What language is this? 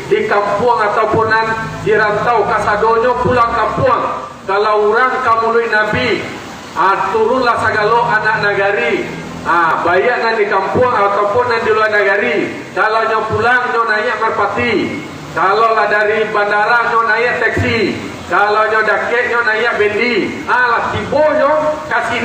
Minangkabau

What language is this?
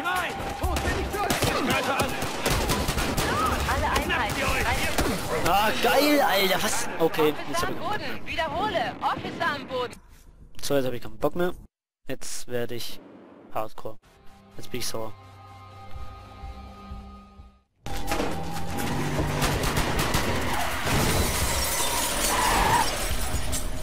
German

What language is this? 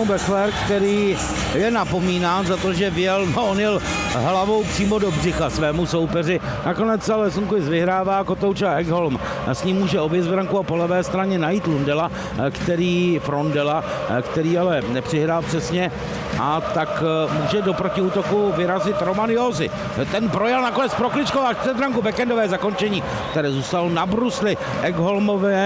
Czech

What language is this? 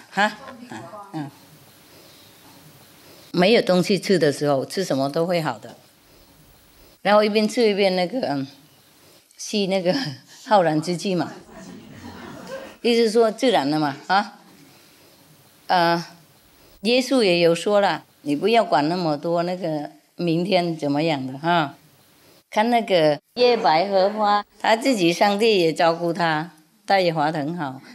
Chinese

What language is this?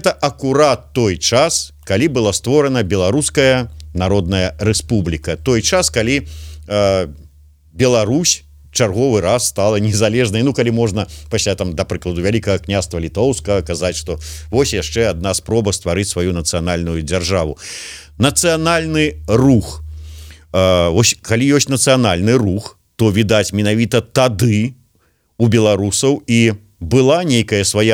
Belarusian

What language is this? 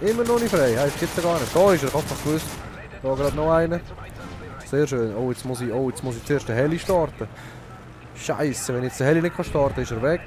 Swiss German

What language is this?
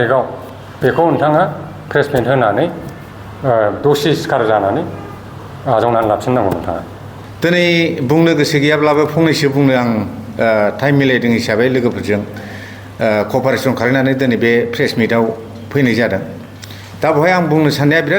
Bodo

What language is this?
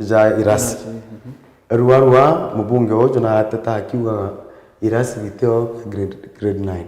Meru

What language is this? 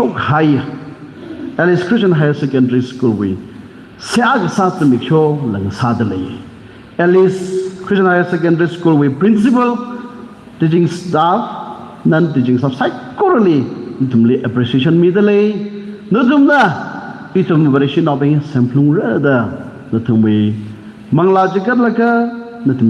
Tangkhul Naga (India)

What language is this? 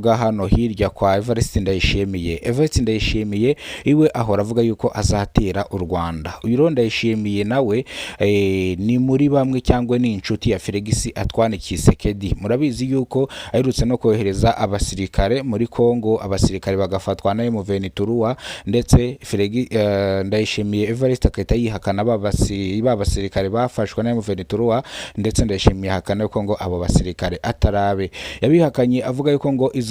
Kinyarwanda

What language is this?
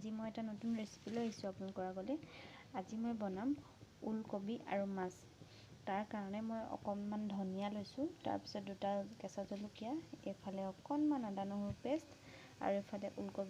Assamese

